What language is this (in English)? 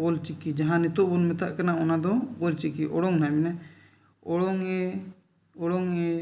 Santali